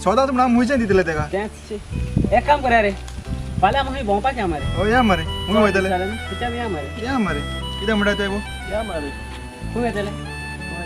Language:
Konkani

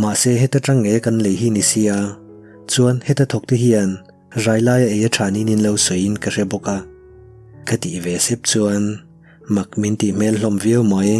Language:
Mizo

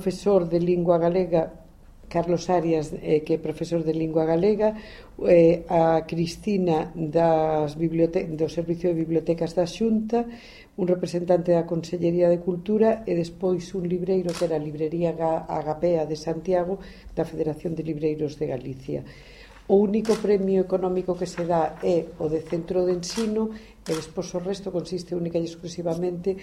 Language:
Galician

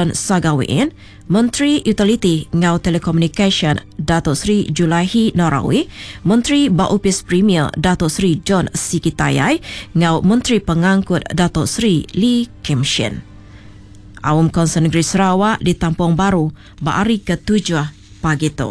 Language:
Iban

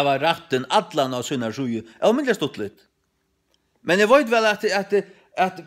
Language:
Faroese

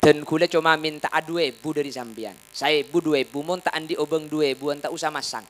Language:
Madurese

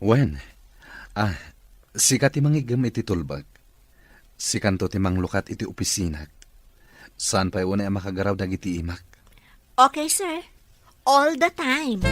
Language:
Iloko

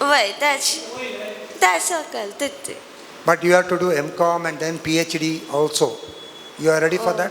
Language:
Konkani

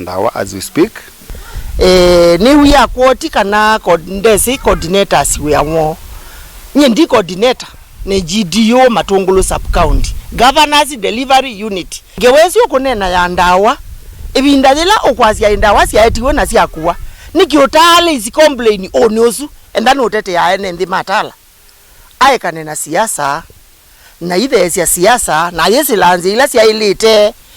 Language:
Kamba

